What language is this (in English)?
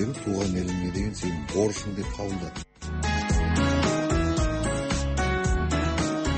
Kazakh